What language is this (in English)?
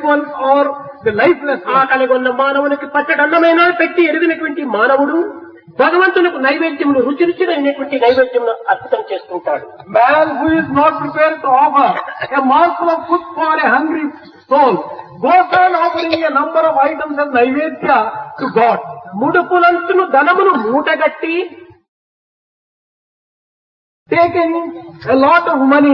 Telugu